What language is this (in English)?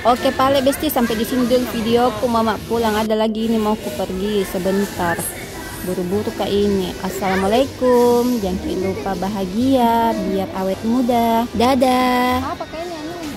Makassar Malay